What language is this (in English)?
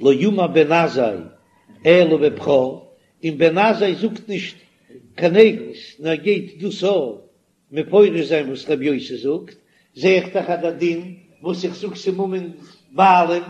Yiddish